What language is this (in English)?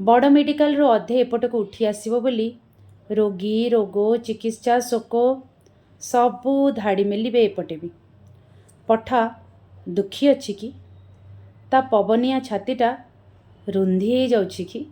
Odia